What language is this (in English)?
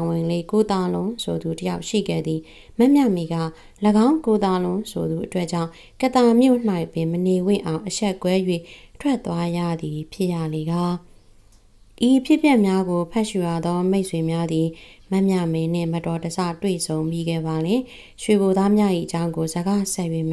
Burmese